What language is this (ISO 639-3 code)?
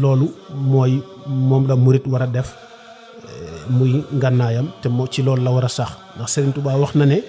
wol